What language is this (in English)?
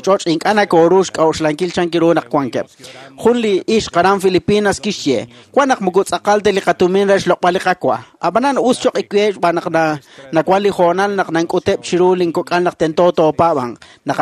Kekchí